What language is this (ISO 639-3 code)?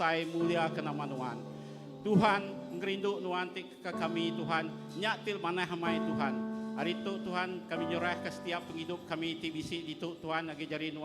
iba